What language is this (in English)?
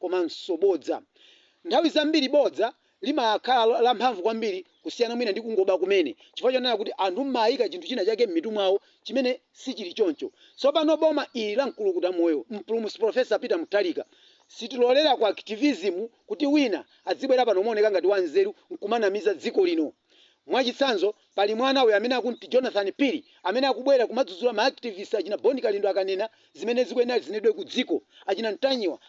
Nyanja